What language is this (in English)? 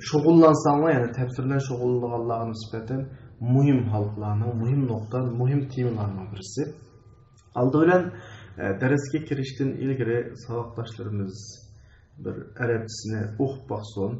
Uyghur